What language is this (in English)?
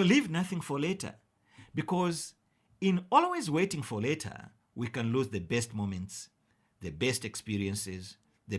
English